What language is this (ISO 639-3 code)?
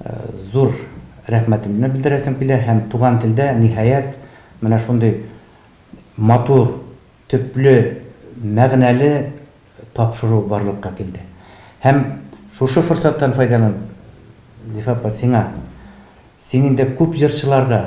tat